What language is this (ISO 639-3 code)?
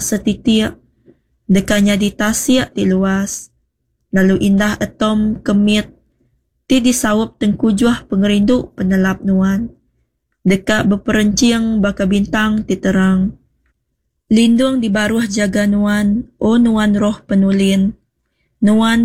iba